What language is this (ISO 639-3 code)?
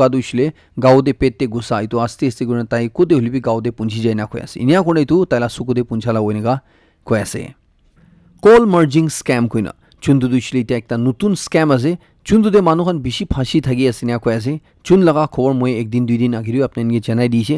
nag